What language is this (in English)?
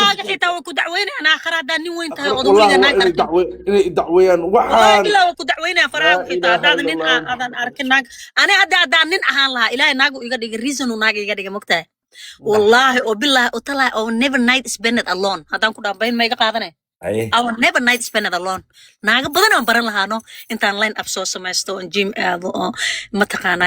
Somali